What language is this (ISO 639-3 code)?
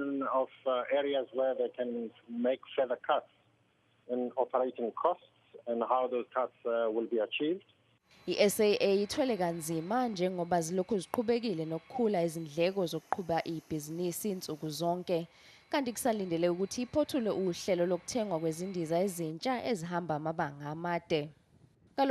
zul